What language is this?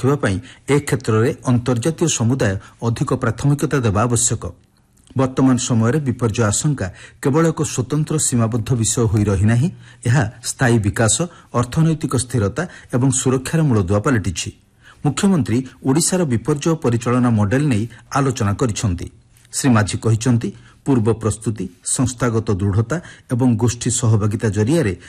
Odia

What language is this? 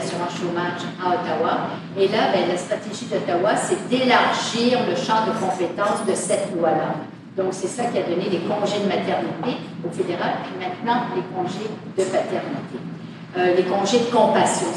French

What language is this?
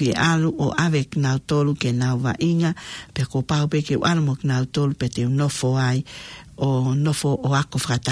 Tongan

